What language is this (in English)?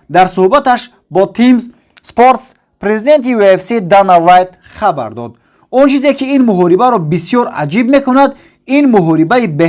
Tajik